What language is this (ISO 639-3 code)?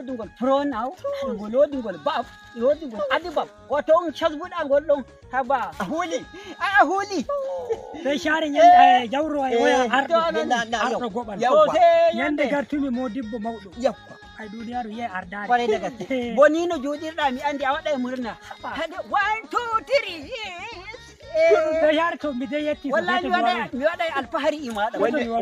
fuv